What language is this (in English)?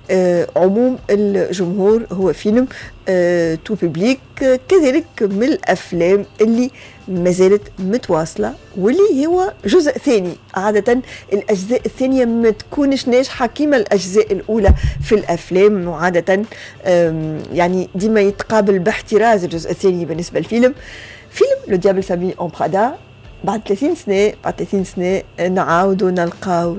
Tunisian Arabic